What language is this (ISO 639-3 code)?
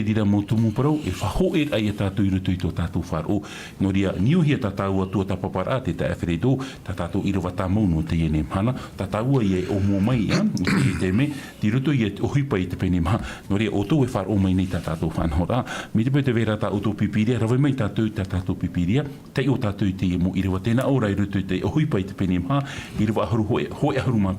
tah